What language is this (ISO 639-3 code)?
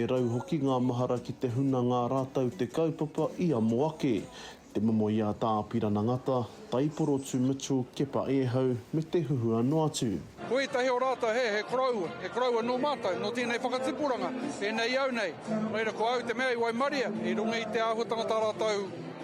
mri